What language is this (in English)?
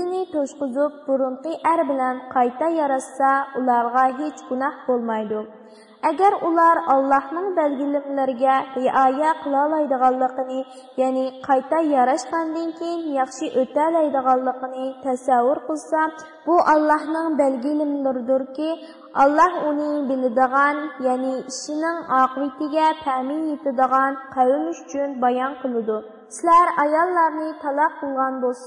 Uyghur